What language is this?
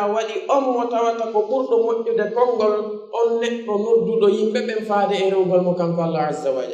Fula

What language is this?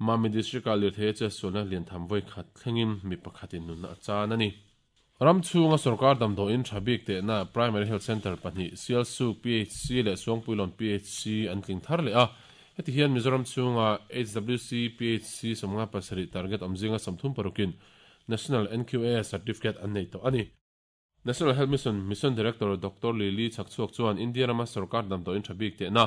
Mizo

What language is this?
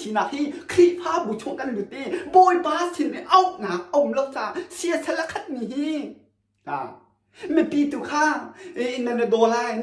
Hakha Chin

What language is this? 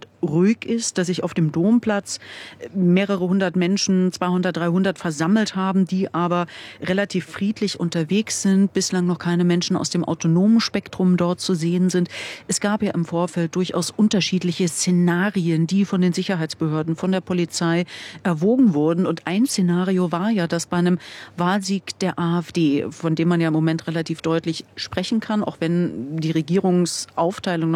German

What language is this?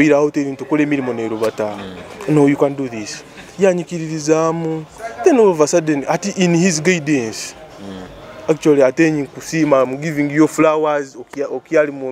Nyoro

